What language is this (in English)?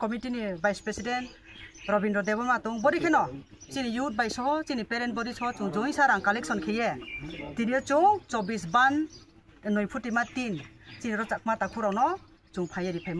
Kok Borok